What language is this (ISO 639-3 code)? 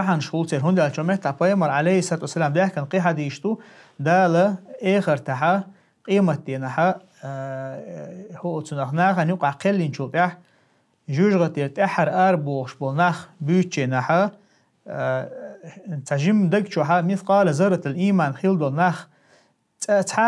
che